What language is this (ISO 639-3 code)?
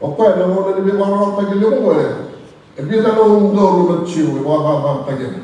fij